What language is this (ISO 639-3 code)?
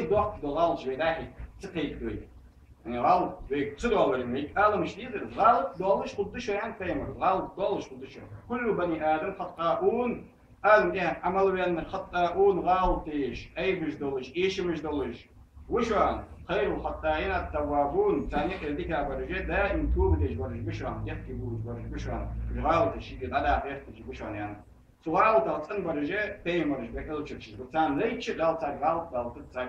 inh